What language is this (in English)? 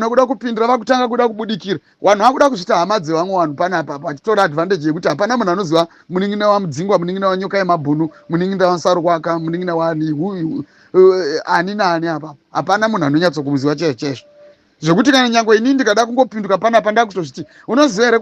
Shona